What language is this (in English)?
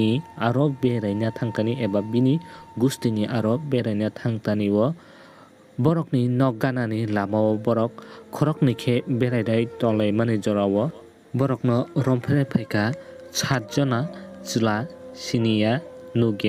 Kok Borok